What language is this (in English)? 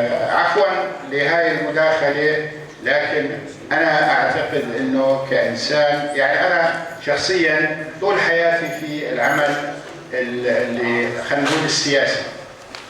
North Levantine Arabic